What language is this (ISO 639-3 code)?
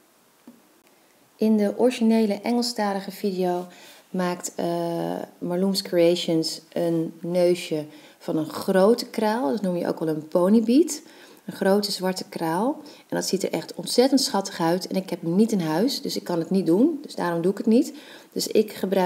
nld